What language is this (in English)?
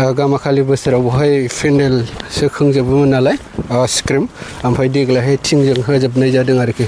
Bodo